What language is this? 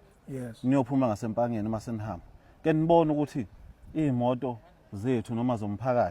Zulu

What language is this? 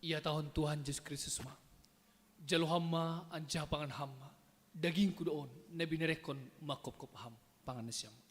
Batak Simalungun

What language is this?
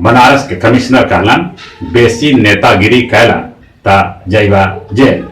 Magahi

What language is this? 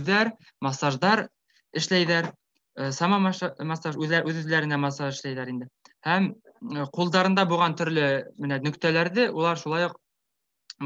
Bashkir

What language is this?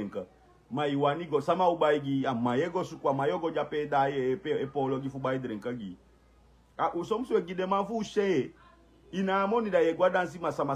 Sranan Tongo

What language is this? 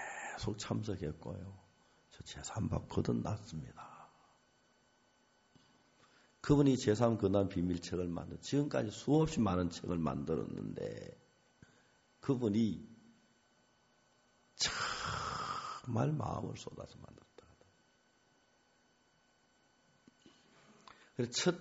Korean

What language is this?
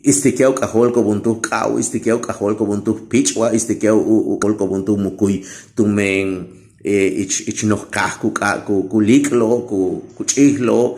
Yucateco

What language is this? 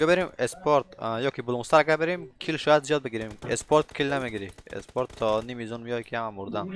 Persian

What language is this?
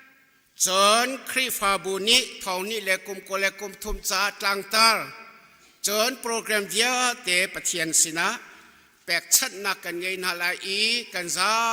Hakha Chin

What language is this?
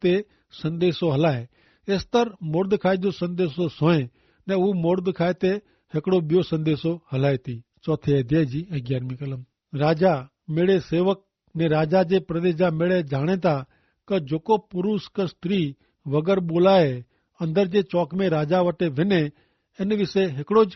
Kachhi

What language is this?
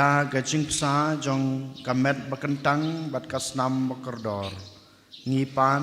Khasi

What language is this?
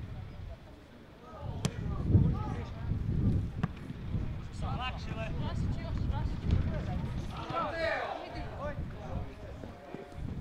Croatian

